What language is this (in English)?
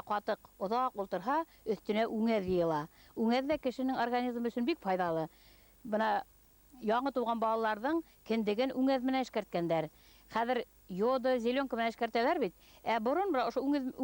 Bashkir